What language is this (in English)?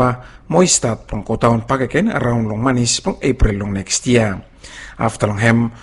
Bislama